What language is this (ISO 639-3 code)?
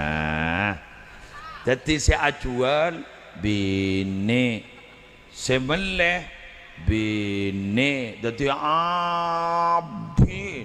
mad